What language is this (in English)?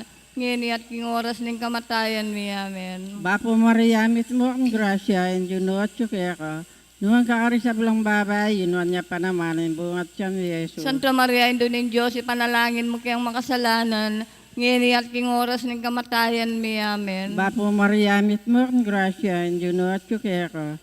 Pampanga